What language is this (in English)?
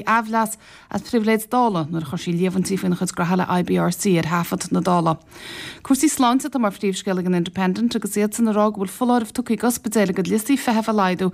Irish